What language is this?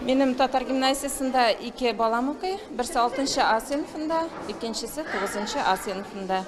Tatar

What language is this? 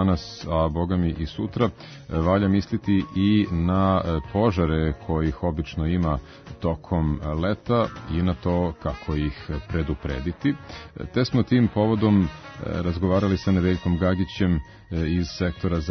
Serbian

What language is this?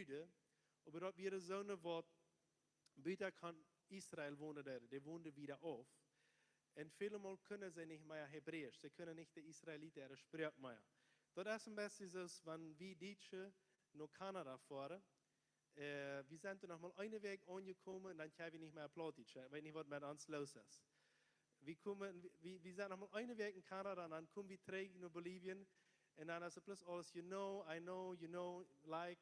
Plautdietsch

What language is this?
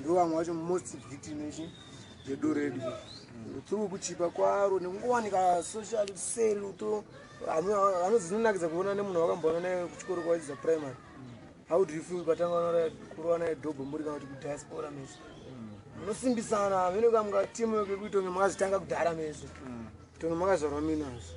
Shona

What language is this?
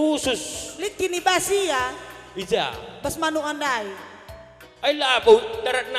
Batak Karo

